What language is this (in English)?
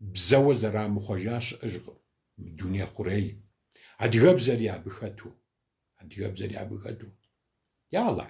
Kabardian